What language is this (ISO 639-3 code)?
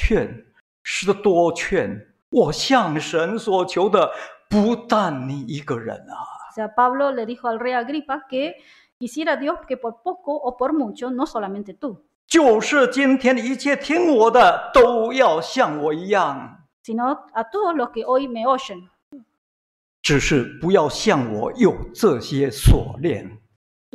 zho